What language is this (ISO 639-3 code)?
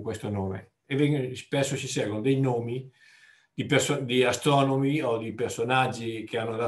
ita